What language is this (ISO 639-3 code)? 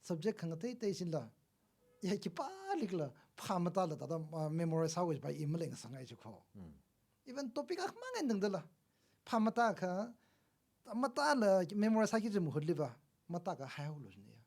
nmf